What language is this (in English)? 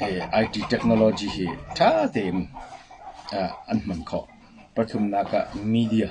Hakha Chin